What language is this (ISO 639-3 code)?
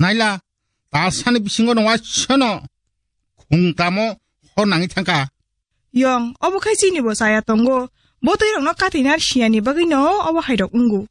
trp